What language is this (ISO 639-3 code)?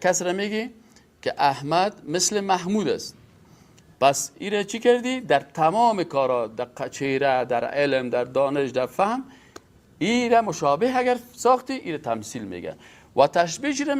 fas